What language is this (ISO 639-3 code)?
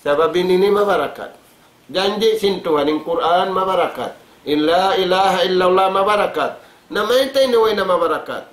tsg